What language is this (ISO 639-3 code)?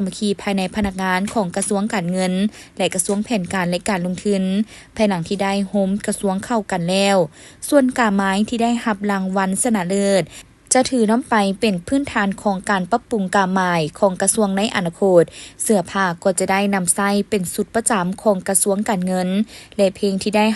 lao